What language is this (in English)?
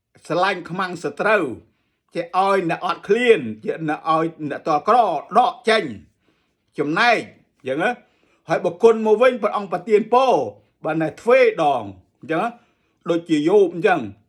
Khmer